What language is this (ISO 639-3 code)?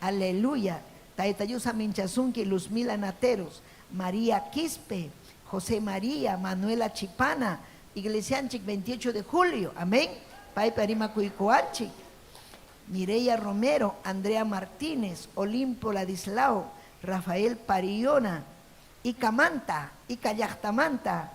quy